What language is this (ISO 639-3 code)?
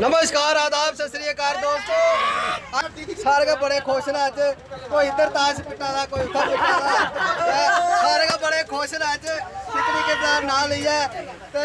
doi